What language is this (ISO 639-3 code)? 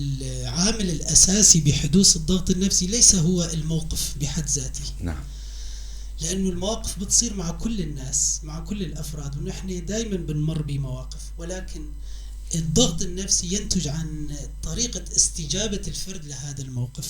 apc